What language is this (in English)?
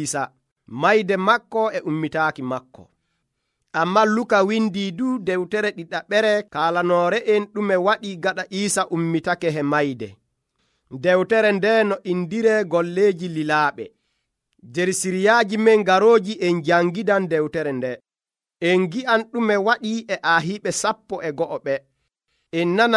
Nigerian Fulfulde